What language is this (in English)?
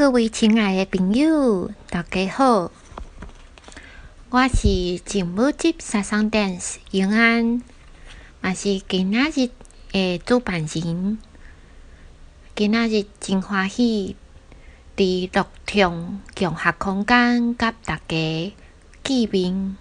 Min Nan Chinese